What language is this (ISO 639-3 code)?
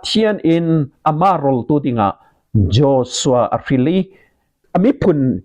cfm